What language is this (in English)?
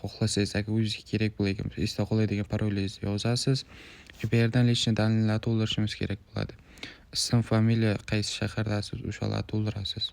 Uzbek